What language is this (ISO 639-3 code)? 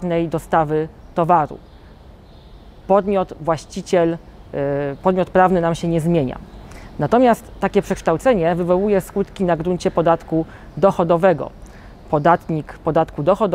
pol